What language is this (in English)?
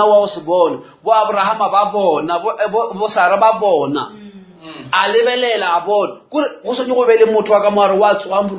Northern Sotho